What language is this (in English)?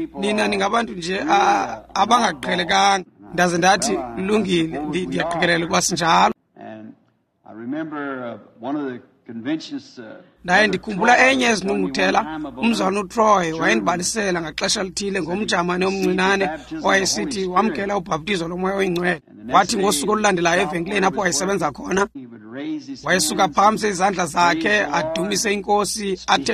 Xhosa